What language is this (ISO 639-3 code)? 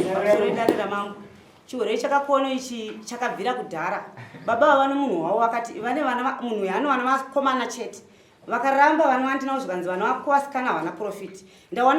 sna